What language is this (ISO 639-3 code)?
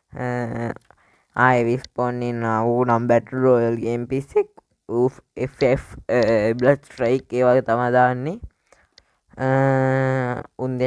sin